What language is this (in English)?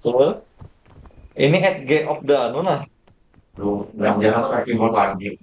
Banjar